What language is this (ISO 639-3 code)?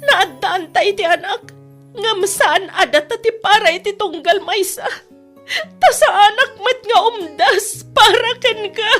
ilo